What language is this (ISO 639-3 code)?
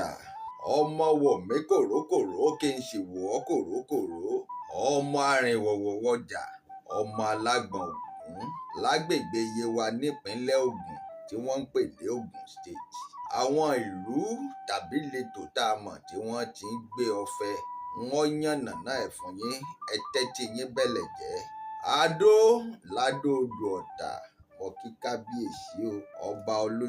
yor